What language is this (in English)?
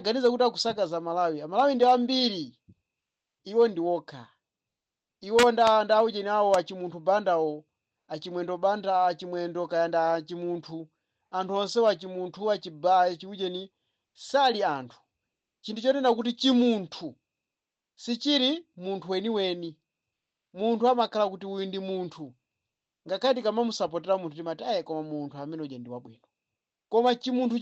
Nyanja